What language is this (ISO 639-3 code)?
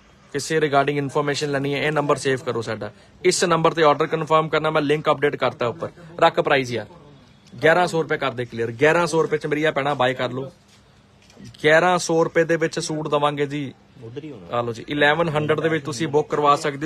pan